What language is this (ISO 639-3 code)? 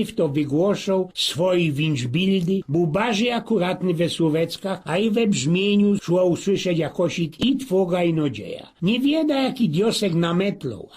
szl